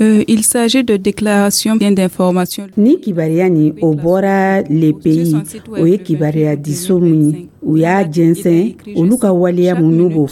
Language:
Dyula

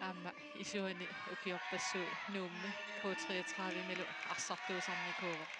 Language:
Kalaallisut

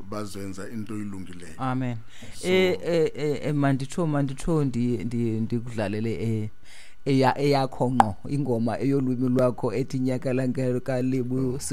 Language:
Xhosa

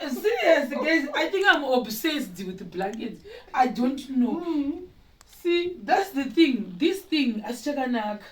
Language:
Shona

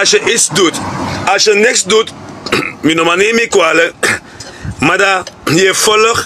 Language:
Sranan Tongo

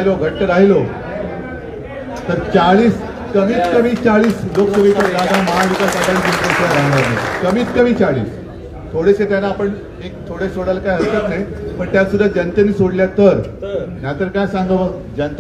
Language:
Marathi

